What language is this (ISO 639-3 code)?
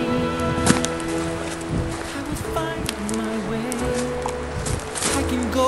nor